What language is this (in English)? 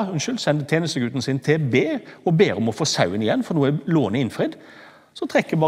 Norwegian